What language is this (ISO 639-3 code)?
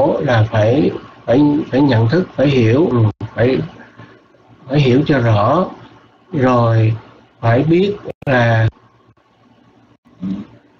vie